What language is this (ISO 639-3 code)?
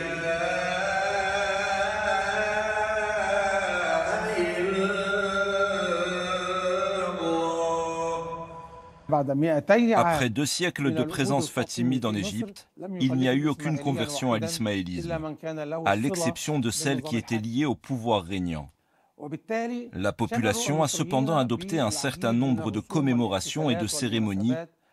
fra